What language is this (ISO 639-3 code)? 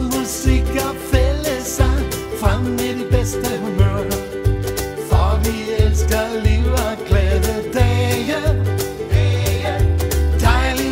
dan